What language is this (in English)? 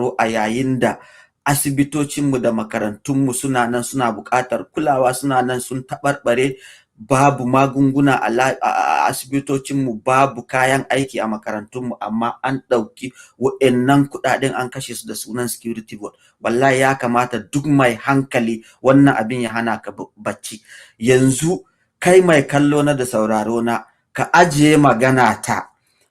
Hausa